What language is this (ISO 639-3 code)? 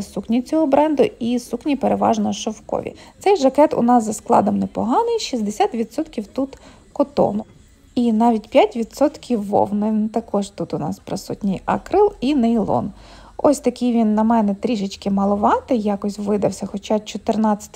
ukr